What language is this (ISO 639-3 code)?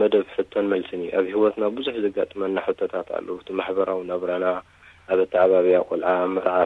tir